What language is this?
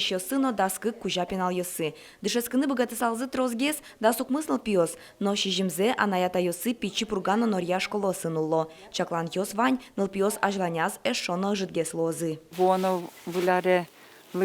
Udmurt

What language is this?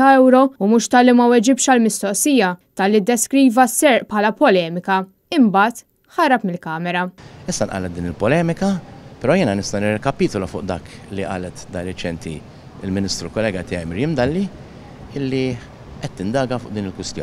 Maltese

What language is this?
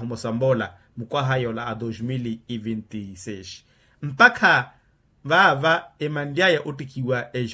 Makhuwa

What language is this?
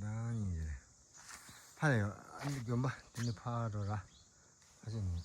Tibetan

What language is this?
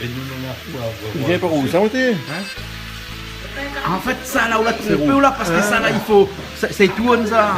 Réunion Creole French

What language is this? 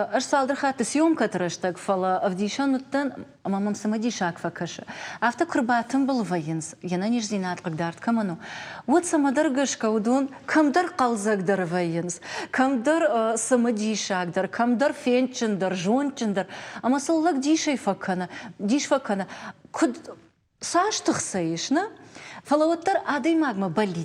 Ossetic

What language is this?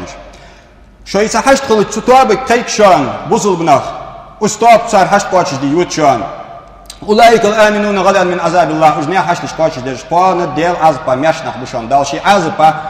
Ingush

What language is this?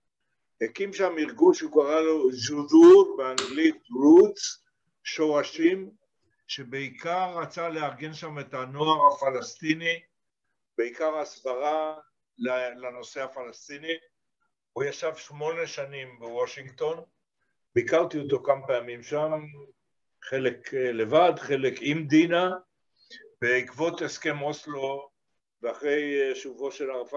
Hebrew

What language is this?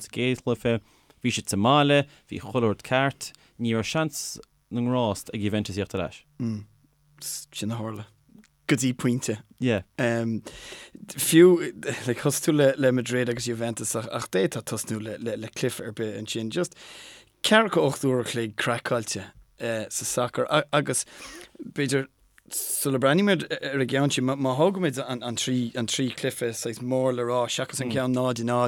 Irish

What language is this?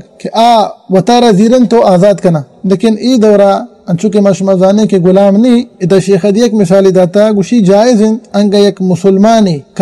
Baluchi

